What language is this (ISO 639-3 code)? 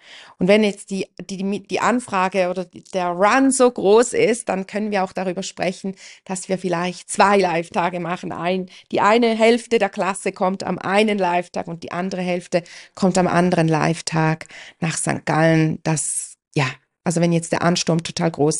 deu